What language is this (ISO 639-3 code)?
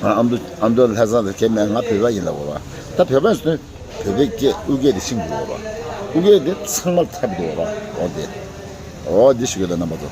bod